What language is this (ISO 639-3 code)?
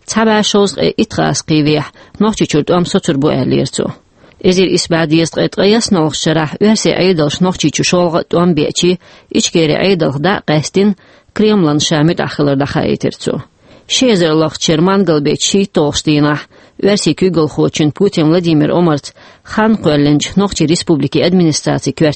che